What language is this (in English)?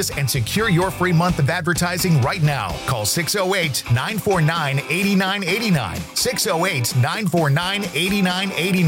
English